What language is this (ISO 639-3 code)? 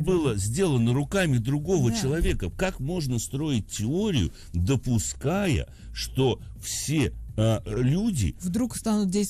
rus